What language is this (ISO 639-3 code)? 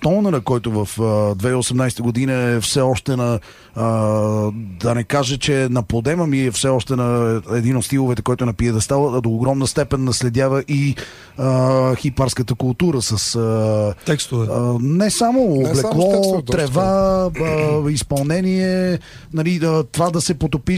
bul